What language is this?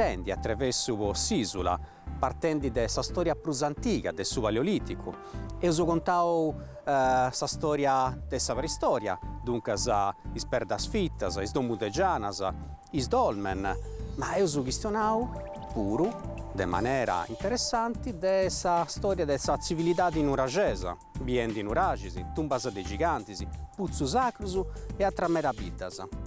Sardinian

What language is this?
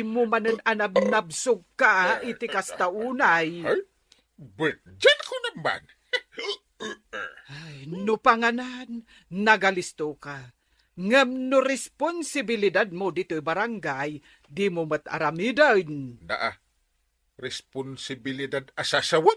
Iloko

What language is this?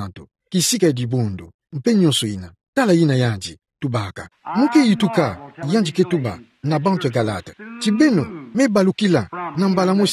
Kituba (Democratic Republic of Congo)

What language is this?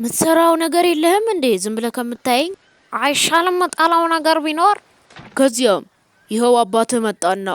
Amharic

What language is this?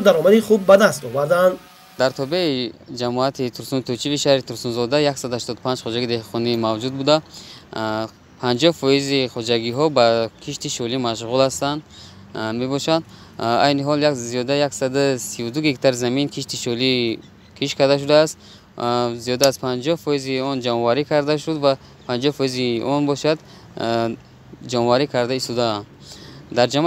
Tajik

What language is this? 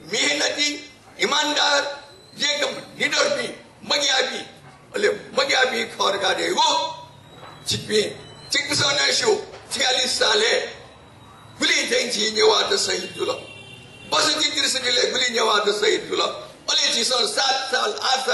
Newari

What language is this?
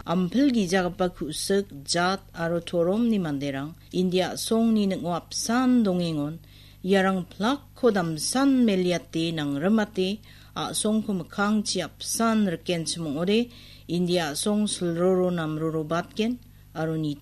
Garo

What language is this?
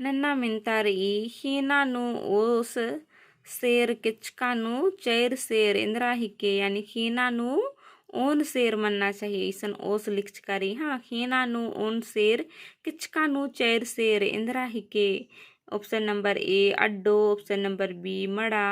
Kurukh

